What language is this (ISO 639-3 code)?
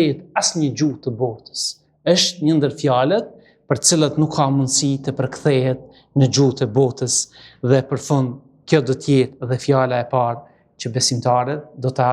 sqi